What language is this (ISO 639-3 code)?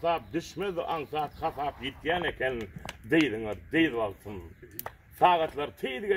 tuk